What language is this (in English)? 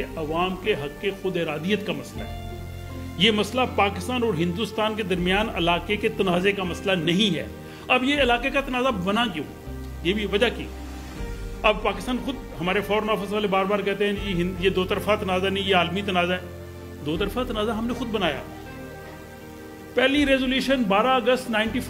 Urdu